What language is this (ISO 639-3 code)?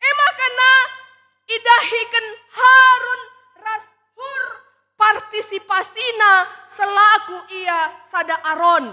btx